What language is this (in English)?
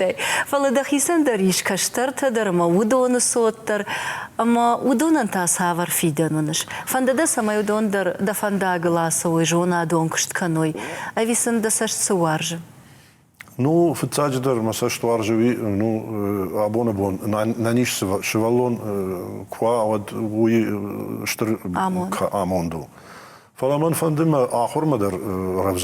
Ossetic